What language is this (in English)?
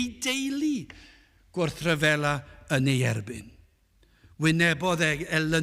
Welsh